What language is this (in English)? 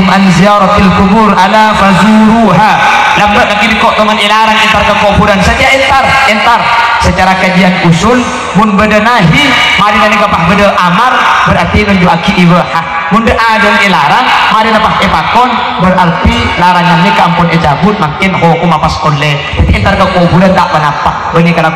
Madurese